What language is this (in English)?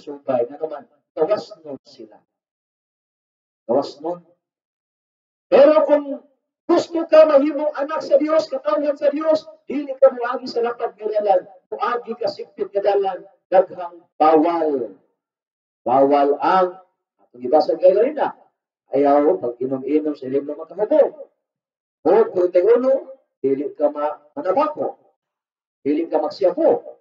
Cebuano